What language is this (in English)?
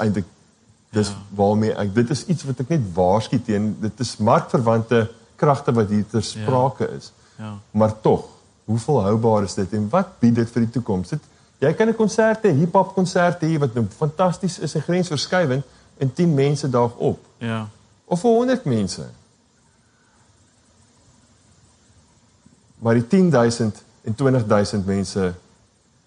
Afrikaans